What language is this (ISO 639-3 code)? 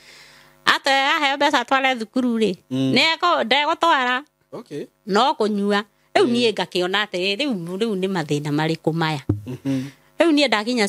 kik